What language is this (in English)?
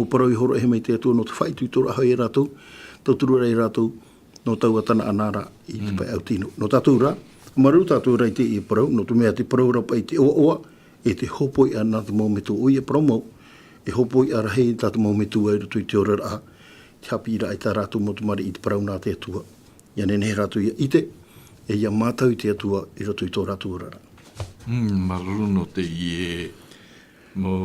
Tahitian